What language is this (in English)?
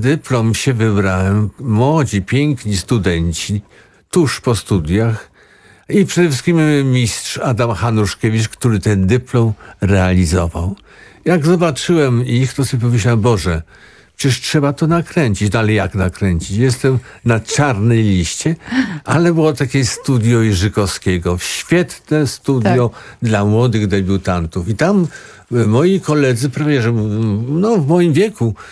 Polish